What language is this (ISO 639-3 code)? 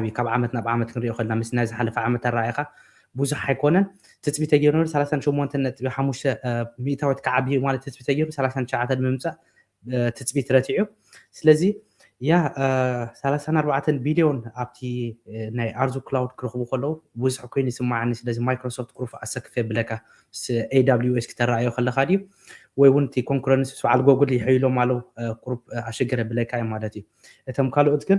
tir